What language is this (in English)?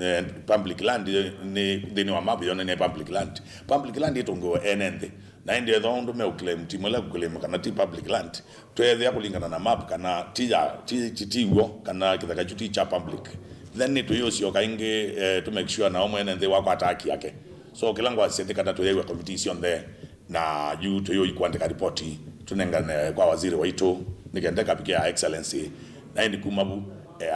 Kamba